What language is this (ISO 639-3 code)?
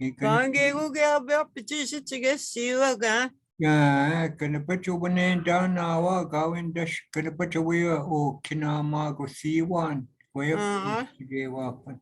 ciw